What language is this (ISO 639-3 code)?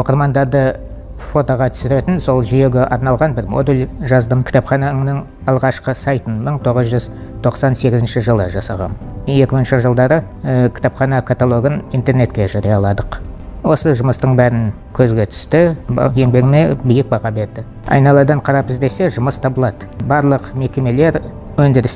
kaz